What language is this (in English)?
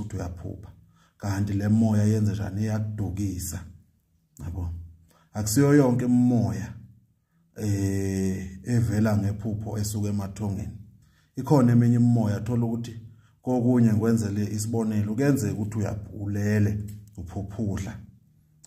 Zulu